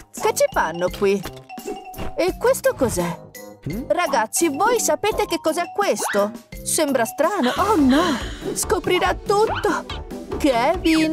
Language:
Italian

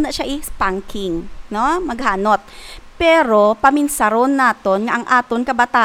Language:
Hiligaynon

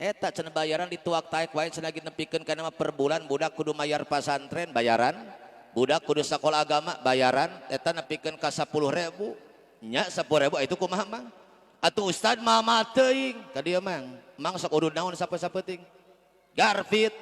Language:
Sundanese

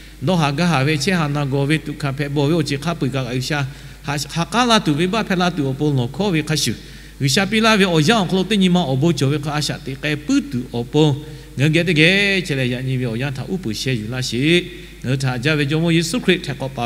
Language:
Lahu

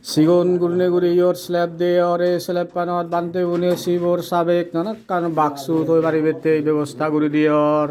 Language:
Chakma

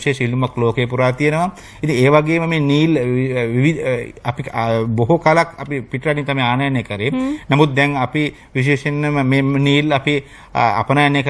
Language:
Sinhala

